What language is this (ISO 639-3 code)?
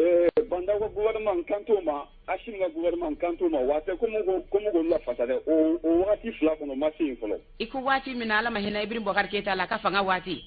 bam